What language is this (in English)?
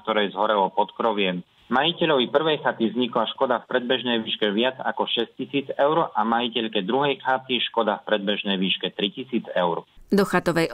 Slovak